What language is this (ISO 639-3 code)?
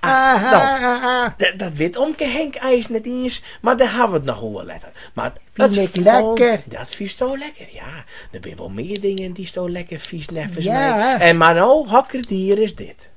fry